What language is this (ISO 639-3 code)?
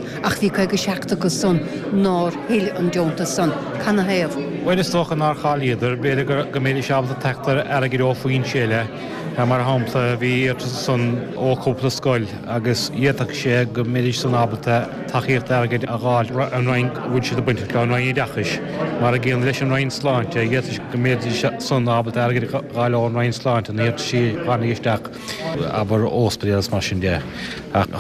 gle